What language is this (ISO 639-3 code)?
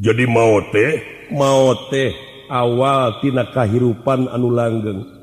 sun